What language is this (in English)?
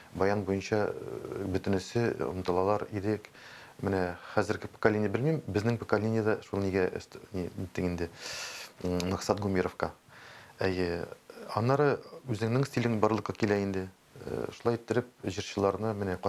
Tatar